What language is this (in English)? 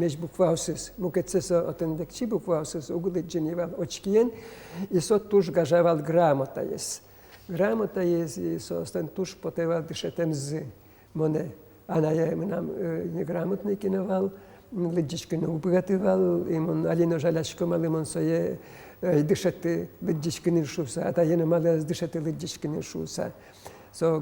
Udmurt